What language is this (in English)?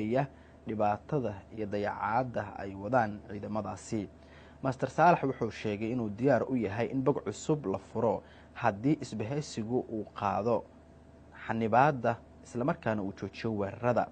Somali